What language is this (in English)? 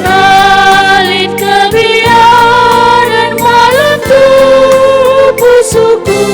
Batak Karo